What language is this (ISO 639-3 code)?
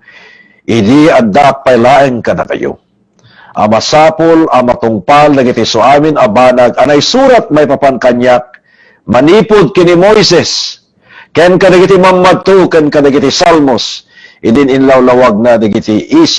ilo